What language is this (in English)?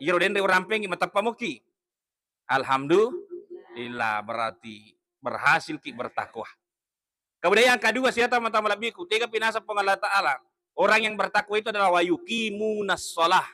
Buginese